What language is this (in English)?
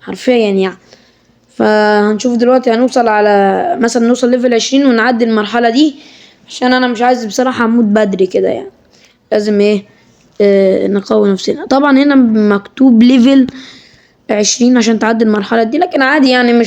Egyptian Arabic